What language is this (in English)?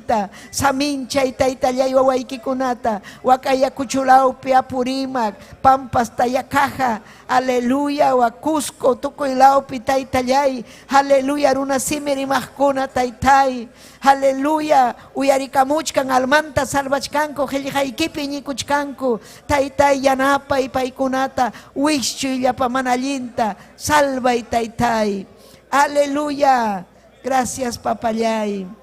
Ayacucho Quechua